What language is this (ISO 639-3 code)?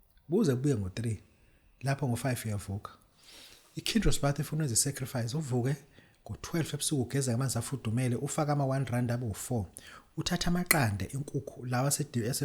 zul